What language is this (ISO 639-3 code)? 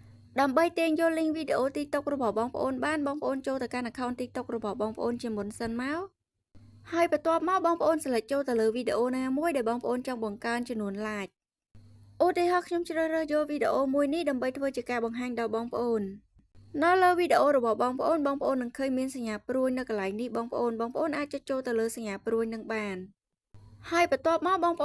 khm